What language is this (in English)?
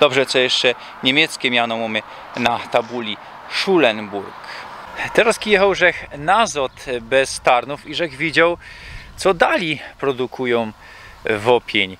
Silesian